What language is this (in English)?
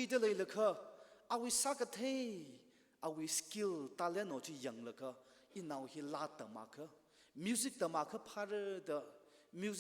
Tangkhul Naga (India)